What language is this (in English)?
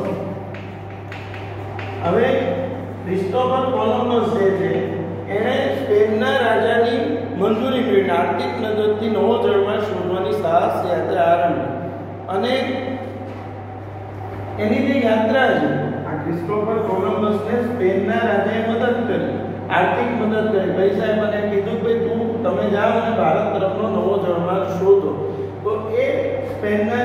Gujarati